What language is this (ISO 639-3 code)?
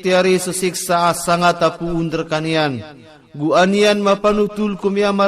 ilp